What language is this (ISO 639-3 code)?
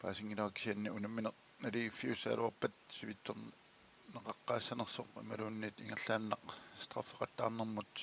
kal